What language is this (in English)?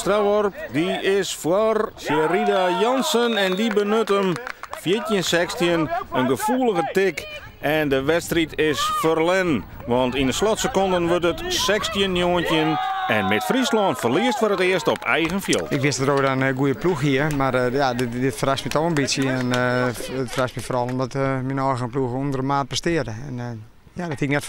Western Frisian